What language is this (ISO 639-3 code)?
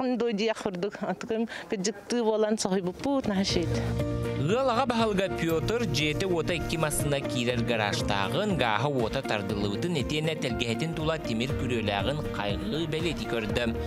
sah